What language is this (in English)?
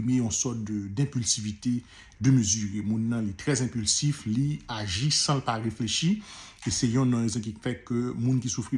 Haitian Creole